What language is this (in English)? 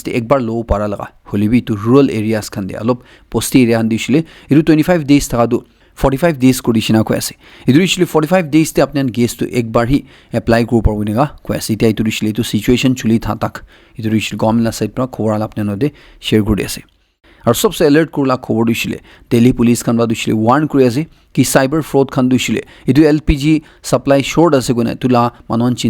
Naga Pidgin